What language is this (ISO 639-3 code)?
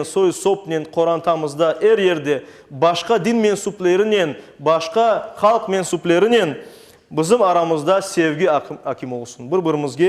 crh